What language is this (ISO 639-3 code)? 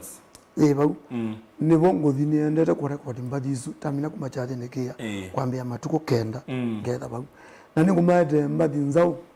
kam